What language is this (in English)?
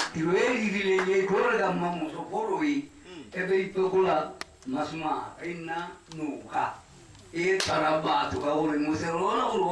Tswana